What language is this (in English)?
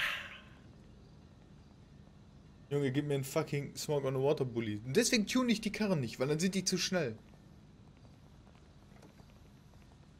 German